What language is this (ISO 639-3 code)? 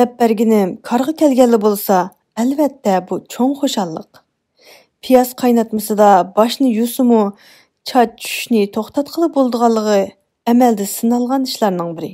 uig